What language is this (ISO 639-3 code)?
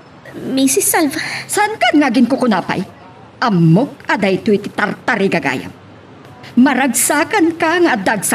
ilo